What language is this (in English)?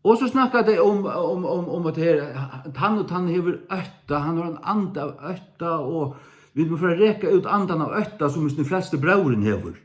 Faroese